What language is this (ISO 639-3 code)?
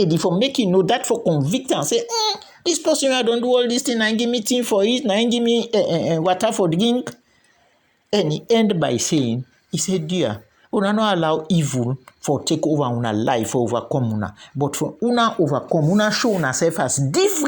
kri